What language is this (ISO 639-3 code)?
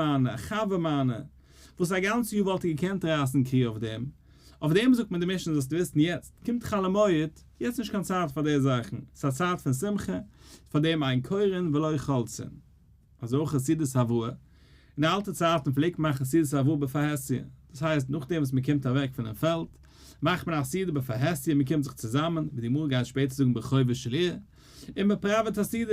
yid